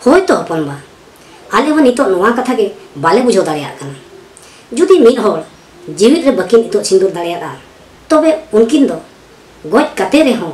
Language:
Santali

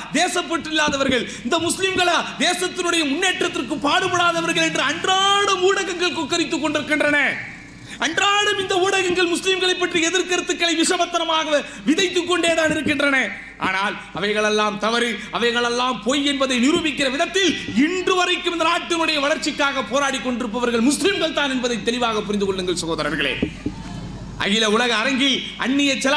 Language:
Tamil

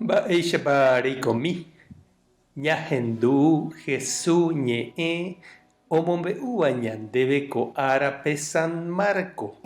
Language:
Guarani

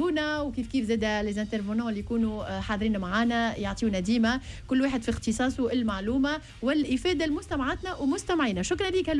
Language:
Tunisian Arabic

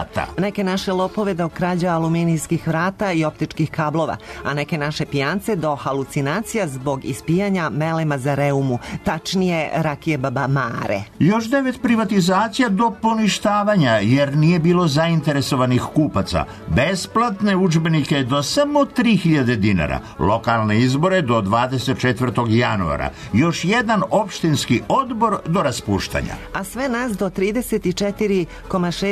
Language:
Serbian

